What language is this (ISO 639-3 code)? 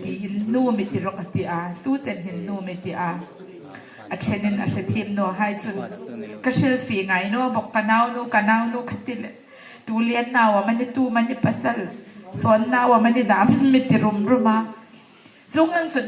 hmr